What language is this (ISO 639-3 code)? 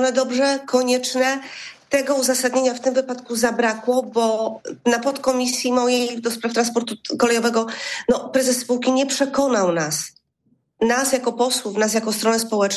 pol